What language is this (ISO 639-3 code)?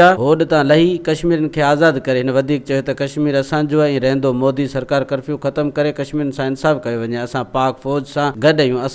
snd